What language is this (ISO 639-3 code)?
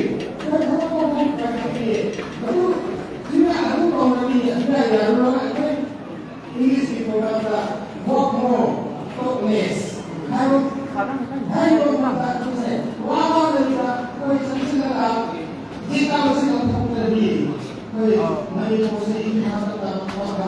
mni